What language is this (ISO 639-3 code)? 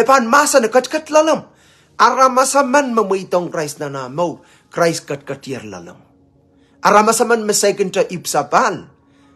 pon